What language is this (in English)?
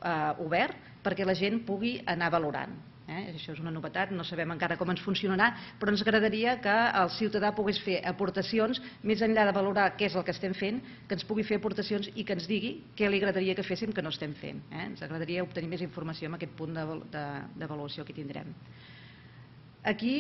Catalan